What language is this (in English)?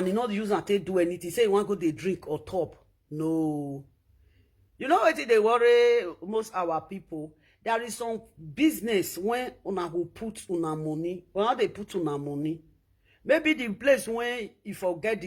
Nigerian Pidgin